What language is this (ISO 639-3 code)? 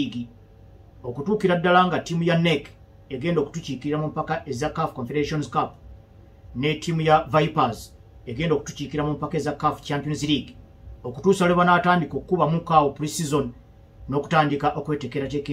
lug